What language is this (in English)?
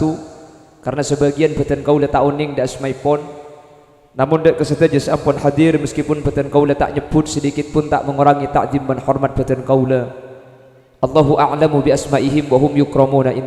Madurese